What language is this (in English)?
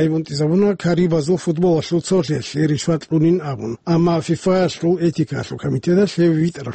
Avaric